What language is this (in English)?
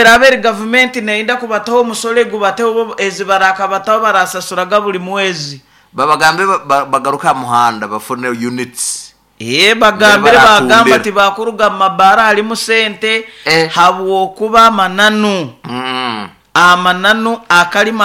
Nyoro